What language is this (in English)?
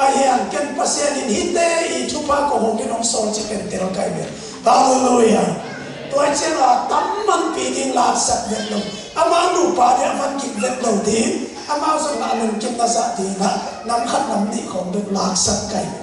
Tedim Chin